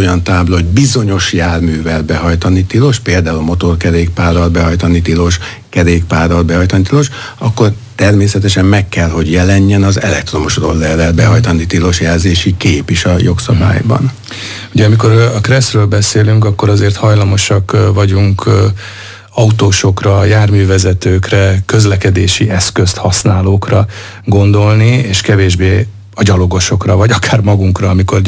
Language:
Hungarian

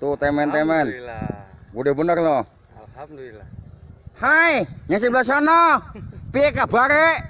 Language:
Betawi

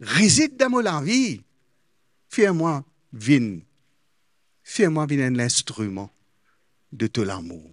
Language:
Morisyen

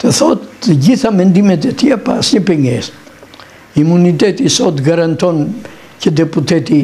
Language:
Albanian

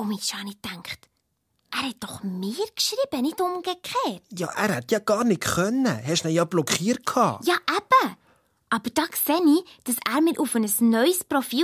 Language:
Swiss German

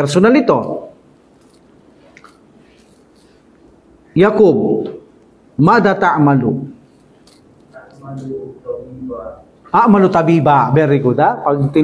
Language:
Filipino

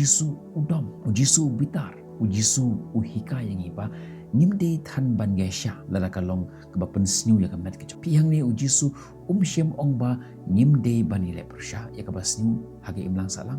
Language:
Khasi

